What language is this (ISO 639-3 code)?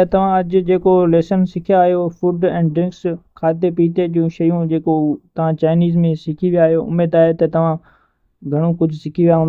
snd